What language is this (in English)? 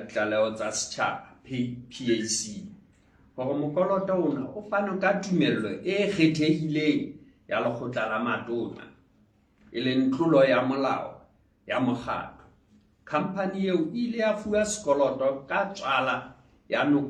Southern Sotho